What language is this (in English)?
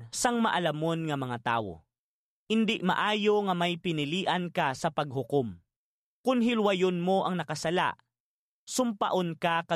Hiligaynon